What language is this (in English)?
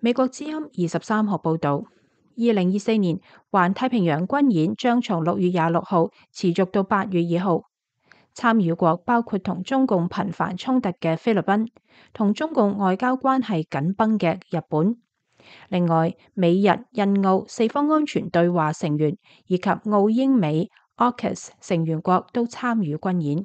Cantonese